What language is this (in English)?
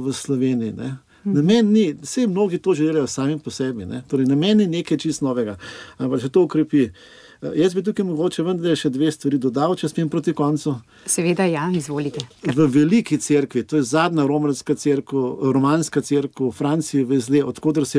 Slovenian